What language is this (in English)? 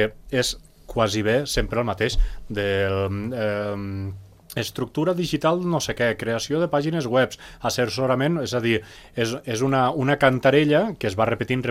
Catalan